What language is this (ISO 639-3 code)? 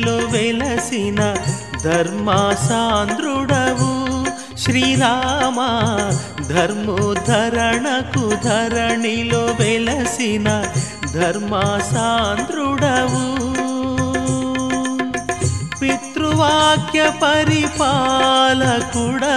tel